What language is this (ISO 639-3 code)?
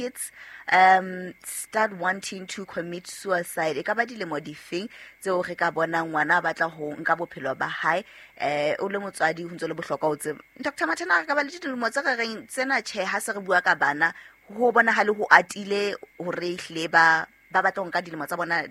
sot